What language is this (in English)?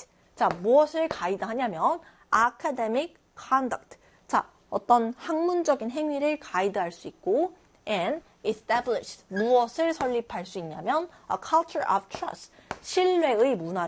Korean